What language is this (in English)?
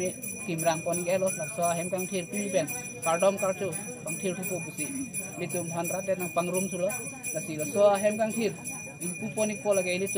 Karbi